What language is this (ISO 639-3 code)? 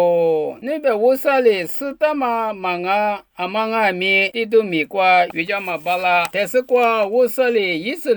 lis